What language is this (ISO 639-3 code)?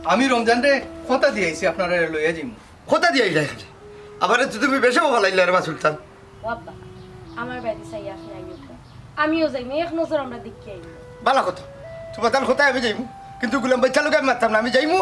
syl